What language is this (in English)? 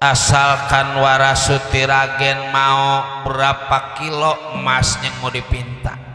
Betawi